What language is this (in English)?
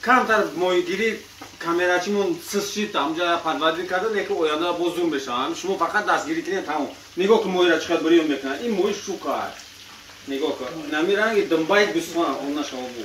Tajik